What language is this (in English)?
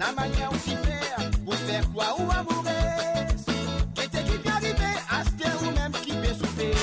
Morisyen